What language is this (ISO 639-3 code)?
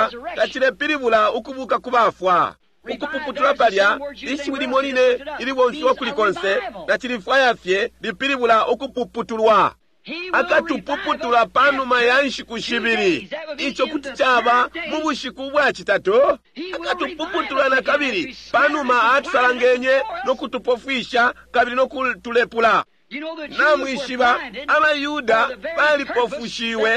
bem